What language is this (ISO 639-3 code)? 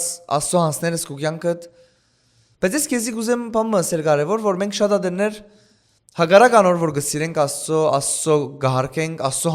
hyw